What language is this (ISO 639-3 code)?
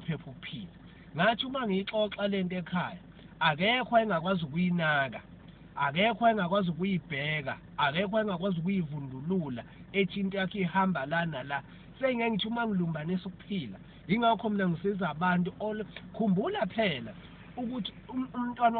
zul